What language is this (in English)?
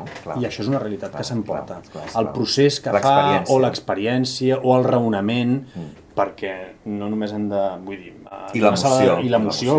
Catalan